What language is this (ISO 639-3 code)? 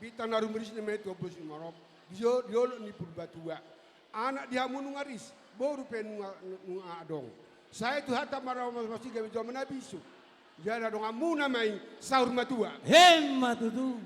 bbc